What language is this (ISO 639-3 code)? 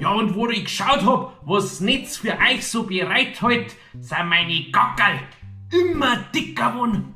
bar